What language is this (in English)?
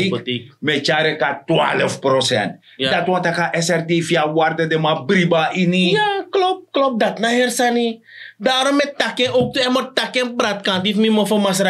Sranan Tongo